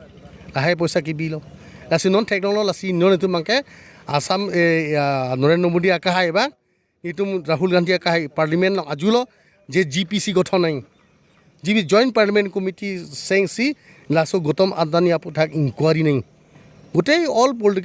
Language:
Karbi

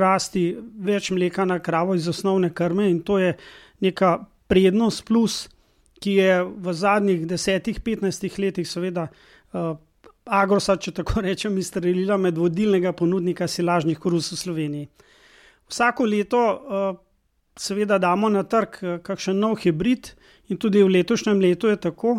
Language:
Slovenian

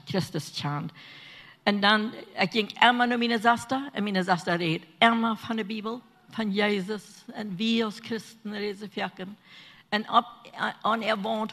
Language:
Plautdietsch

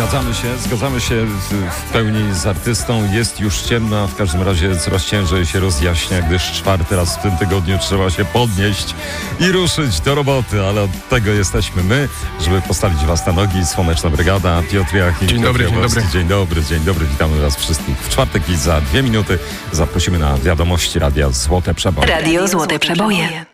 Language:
Polish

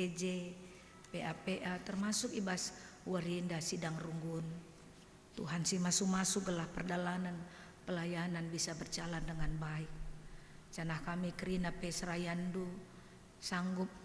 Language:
Batak Karo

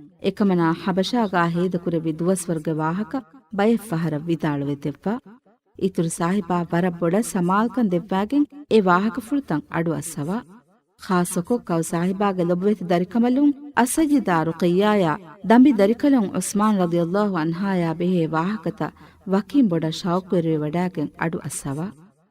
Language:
Divehi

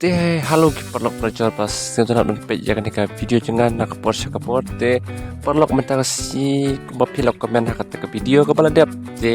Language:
Khasi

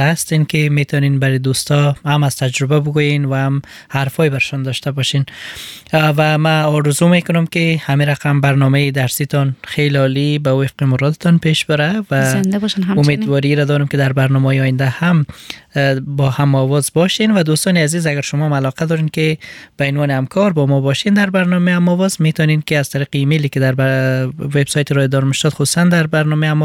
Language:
Persian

